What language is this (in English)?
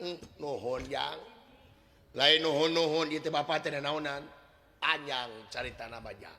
Sundanese